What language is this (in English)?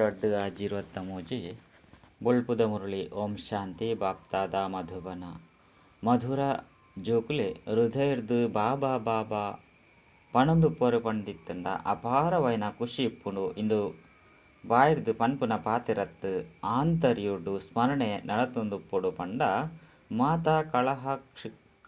Tulu